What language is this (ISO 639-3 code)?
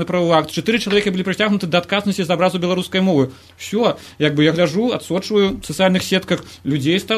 bel